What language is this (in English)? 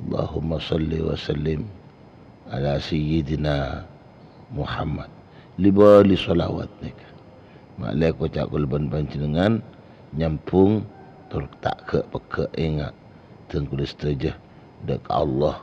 Madurese